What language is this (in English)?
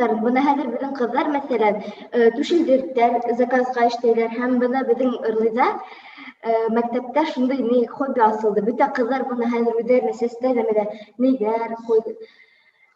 Bashkir